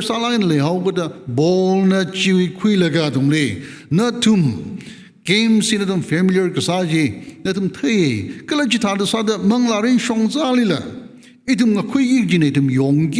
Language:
Tangkhul Naga (India)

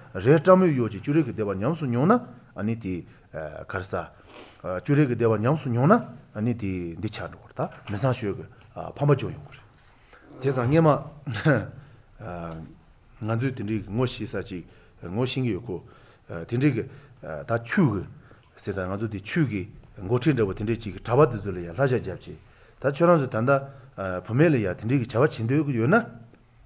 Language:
Korean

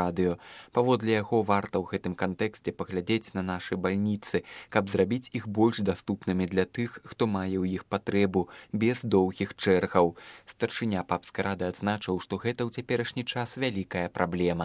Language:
Belarusian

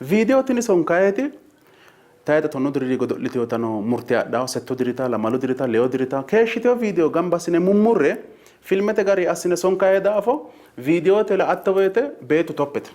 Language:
Sidamo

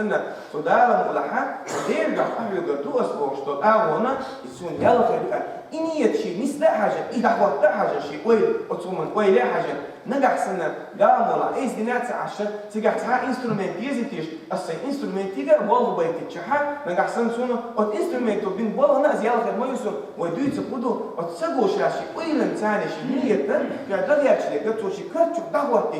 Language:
Chechen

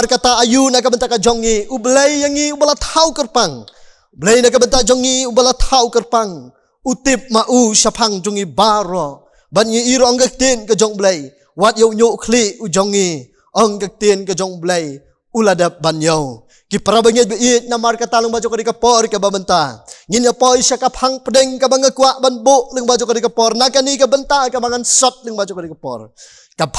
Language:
Khasi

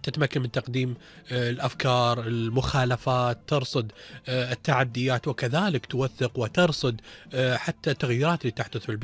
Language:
Gulf Arabic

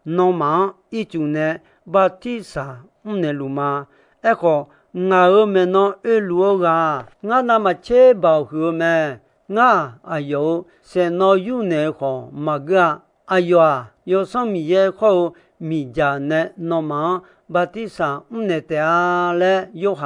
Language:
Akha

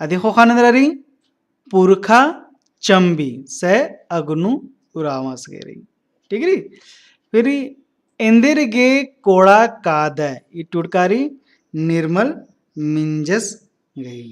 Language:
Kurukh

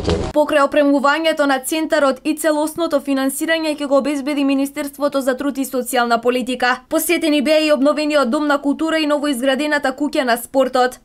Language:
Macedonian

